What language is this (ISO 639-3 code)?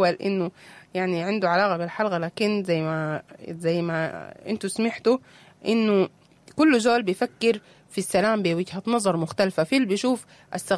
apd